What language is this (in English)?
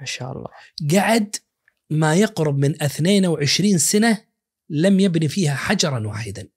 Najdi Arabic